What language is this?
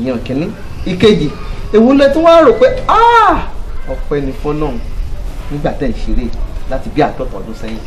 Yoruba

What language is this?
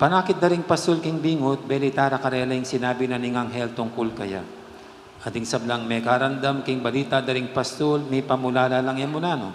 Pampanga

